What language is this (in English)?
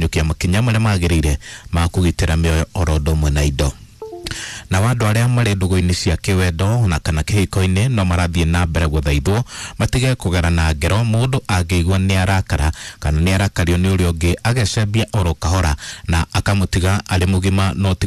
Kikuyu